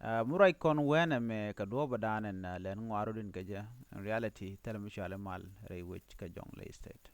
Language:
Nuer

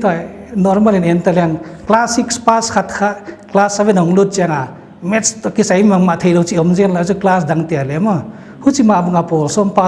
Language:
Paite Chin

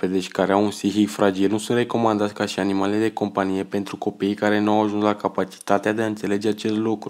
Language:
Romanian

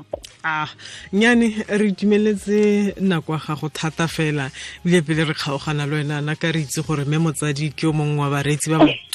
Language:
Tswana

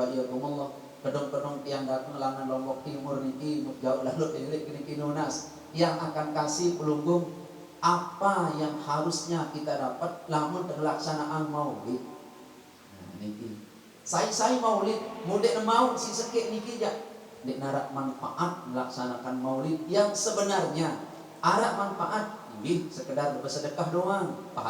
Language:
Sasak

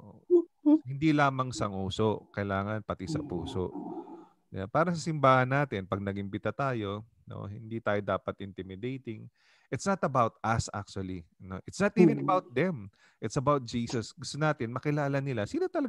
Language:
Filipino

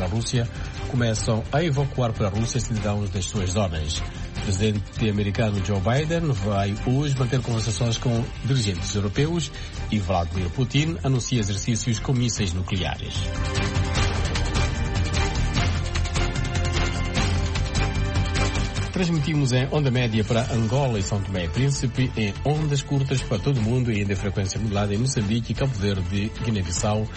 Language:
Portuguese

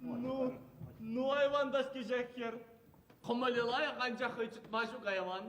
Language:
Chuvash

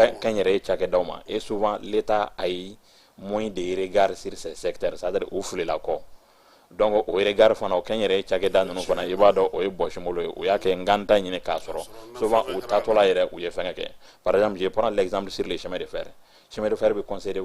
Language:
Bambara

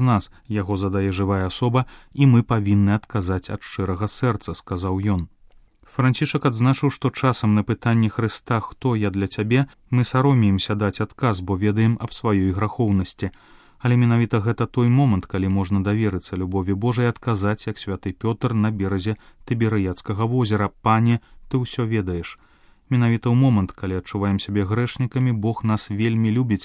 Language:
Belarusian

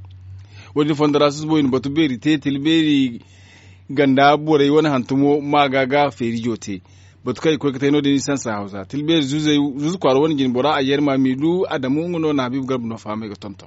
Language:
Zarma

